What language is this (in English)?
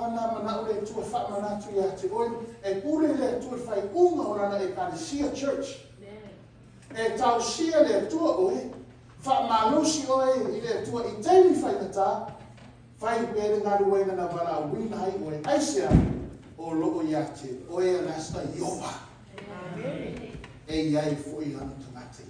Samoan